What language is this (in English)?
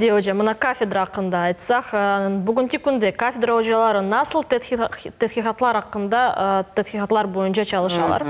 Crimean Tatar